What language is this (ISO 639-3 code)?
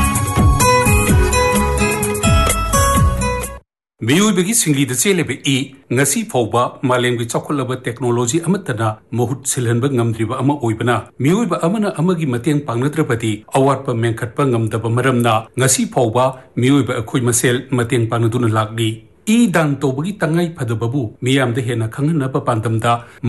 mni